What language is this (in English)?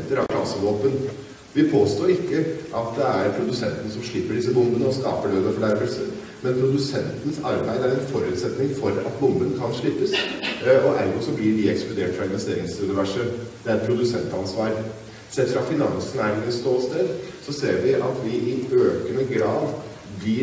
Norwegian